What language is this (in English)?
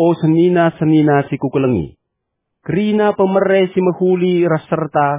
Batak Karo